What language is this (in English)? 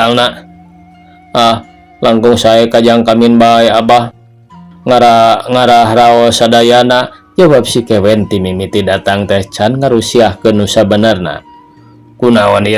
Sundanese